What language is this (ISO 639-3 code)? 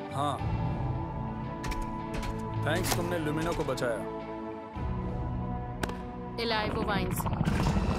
hin